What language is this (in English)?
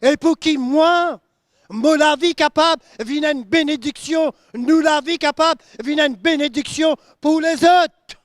Morisyen